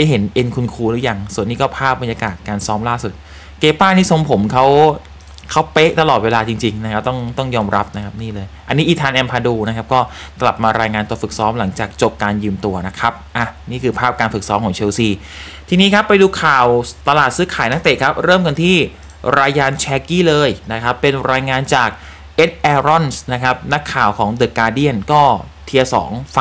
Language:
Thai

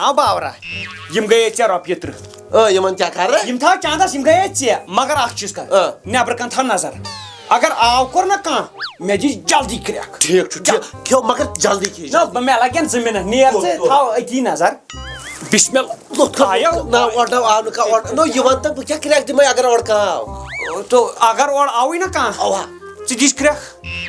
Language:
Kashmiri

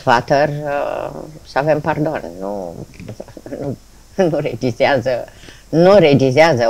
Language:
Romanian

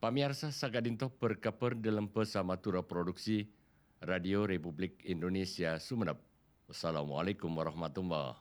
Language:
Madurese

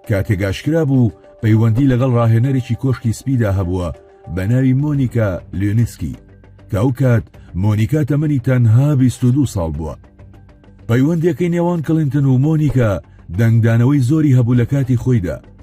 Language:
Central Kurdish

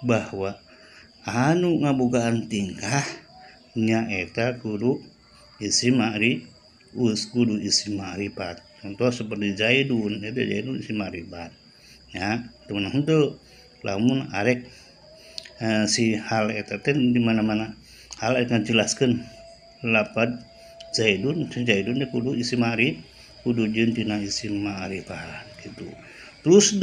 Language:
Sundanese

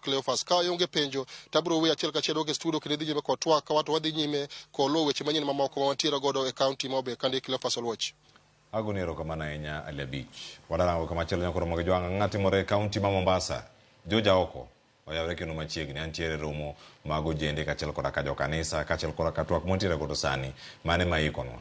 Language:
Luo (Kenya and Tanzania)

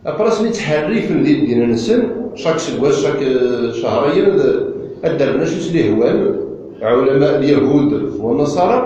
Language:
Kabyle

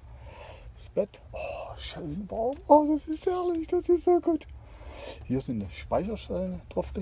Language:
German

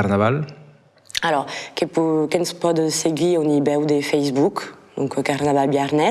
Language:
Occitan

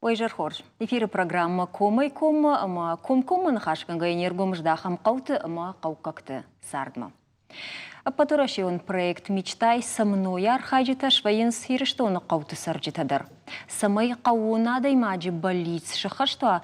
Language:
Ossetic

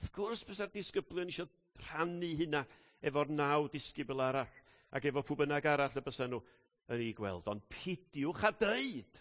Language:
Welsh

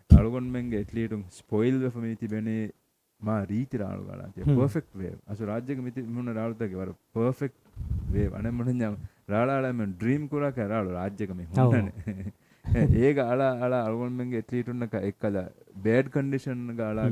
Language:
Divehi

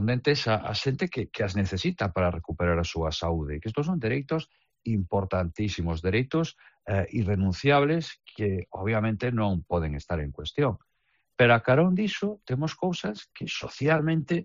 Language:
Galician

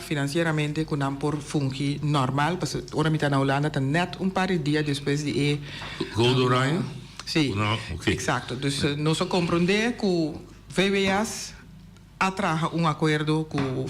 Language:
Papiamento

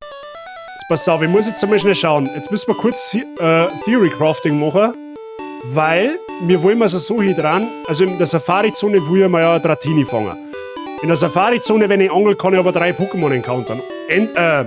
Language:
Bavarian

